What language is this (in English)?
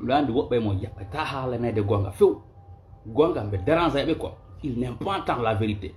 Fula